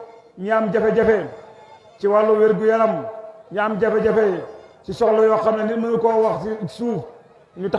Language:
Wolof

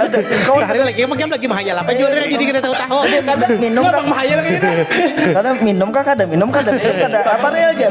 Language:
Banjar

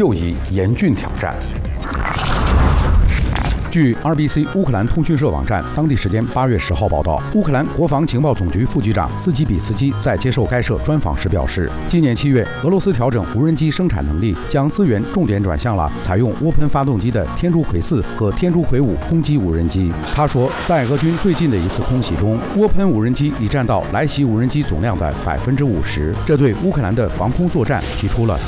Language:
Chinese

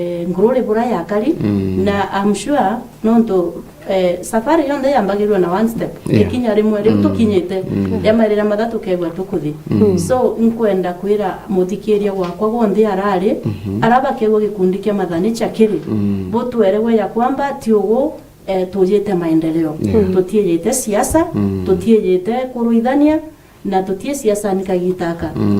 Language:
Meru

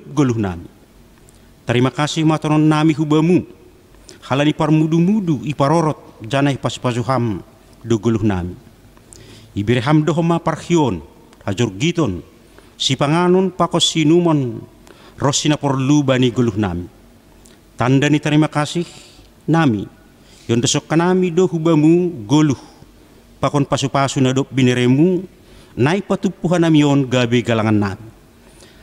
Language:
Batak Simalungun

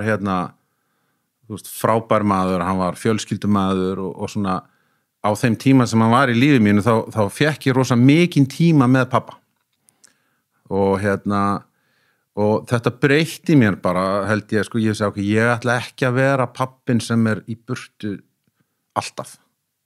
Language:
Icelandic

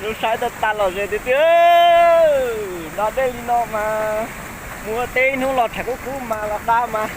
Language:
Hmong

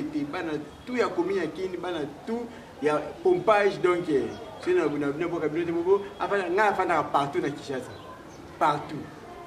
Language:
Lingala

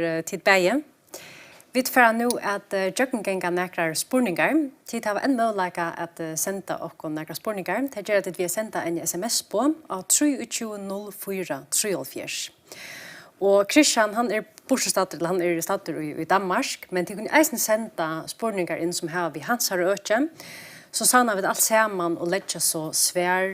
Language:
Faroese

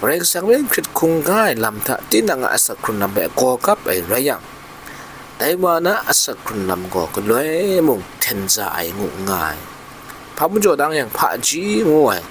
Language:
Kachin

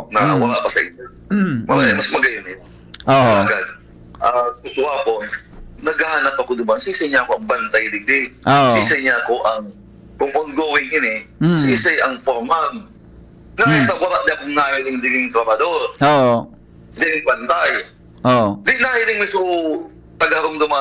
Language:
Bikol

